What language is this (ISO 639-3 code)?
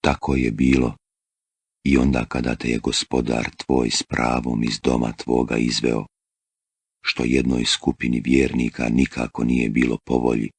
bos